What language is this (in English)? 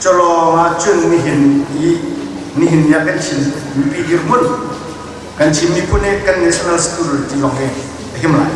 Hakha Chin